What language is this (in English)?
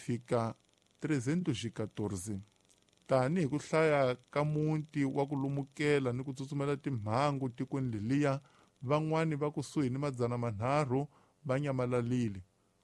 Tsonga